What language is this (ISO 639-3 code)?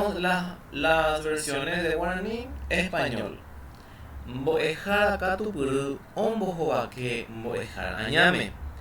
grn